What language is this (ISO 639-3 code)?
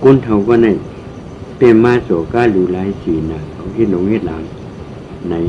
shn